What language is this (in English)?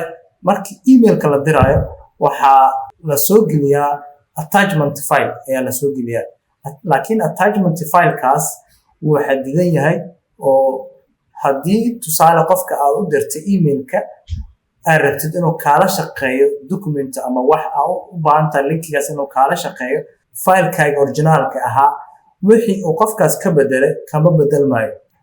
Somali